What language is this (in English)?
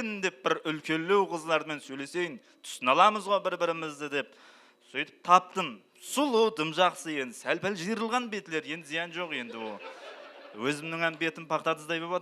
Kara-Kalpak